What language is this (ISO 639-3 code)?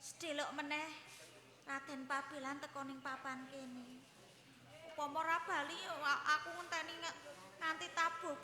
jav